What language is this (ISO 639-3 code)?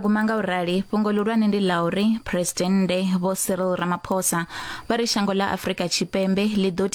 ven